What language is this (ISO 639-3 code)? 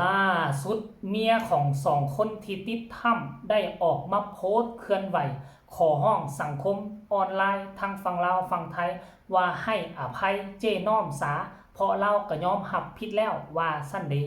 lao